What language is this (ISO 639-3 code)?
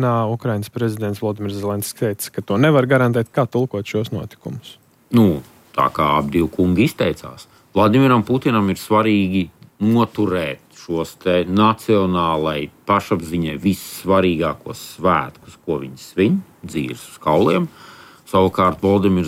lav